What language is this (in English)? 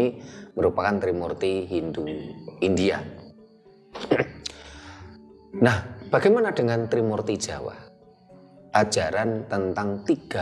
Indonesian